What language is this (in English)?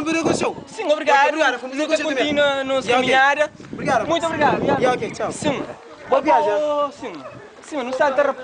Kabuverdianu